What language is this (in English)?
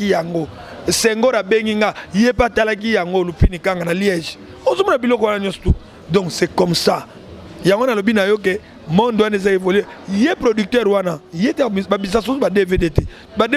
Lingala